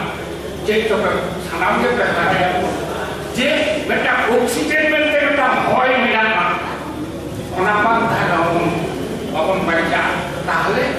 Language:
Santali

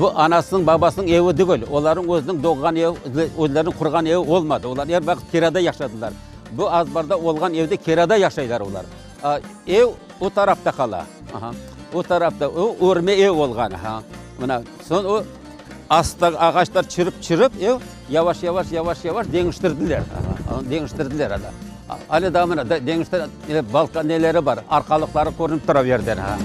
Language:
Crimean Tatar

